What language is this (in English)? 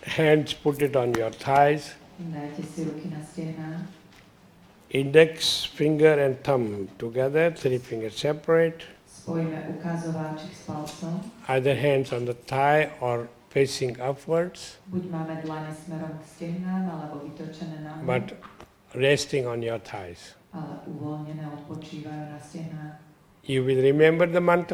Slovak